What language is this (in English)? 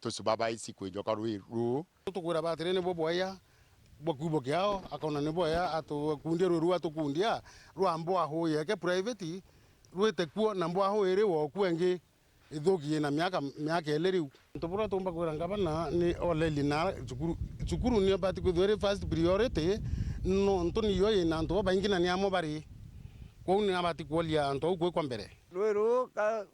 Meru